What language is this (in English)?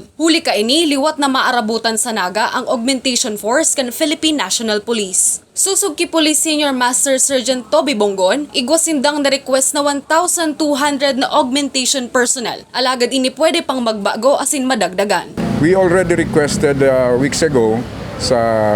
Bikol